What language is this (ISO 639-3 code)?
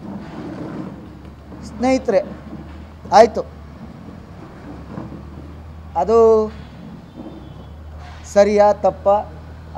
kan